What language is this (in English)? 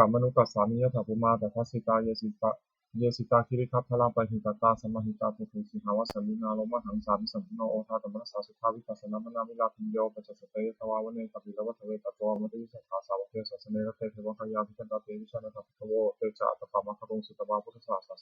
Pali